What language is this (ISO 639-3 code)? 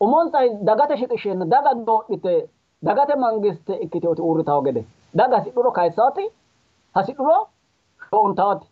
sid